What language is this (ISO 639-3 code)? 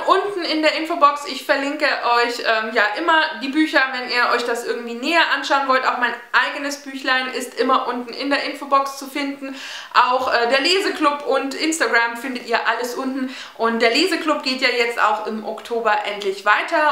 deu